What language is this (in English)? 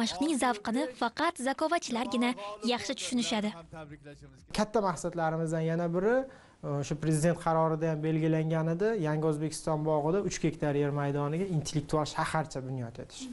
Uzbek